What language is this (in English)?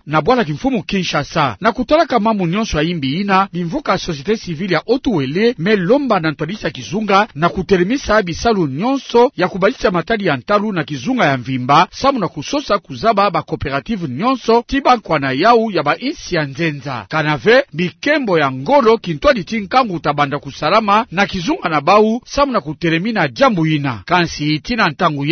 Kituba (Democratic Republic of Congo)